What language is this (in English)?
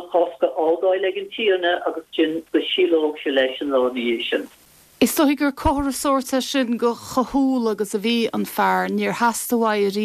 Irish